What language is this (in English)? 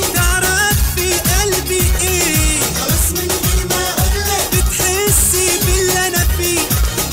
Egyptian Arabic